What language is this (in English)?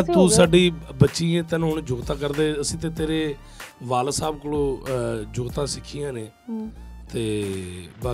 Punjabi